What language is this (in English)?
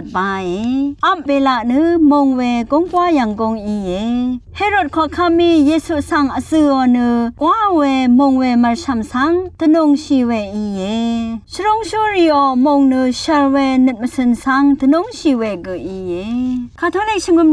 Rawang